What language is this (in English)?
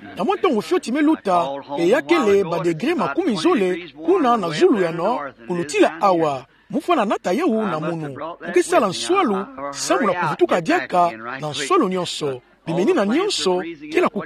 Kituba (Democratic Republic of Congo)